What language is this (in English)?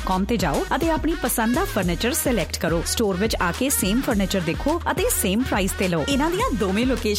Punjabi